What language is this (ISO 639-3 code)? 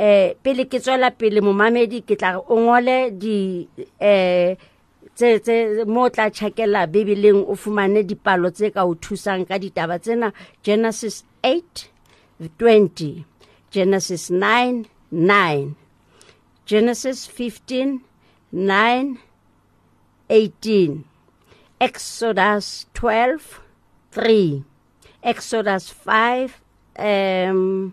sot